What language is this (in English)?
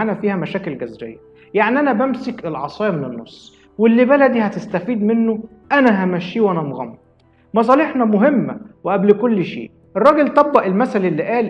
Egyptian Arabic